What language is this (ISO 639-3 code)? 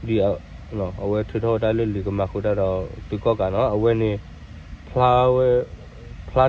ksw